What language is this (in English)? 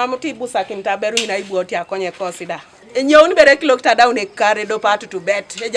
Teso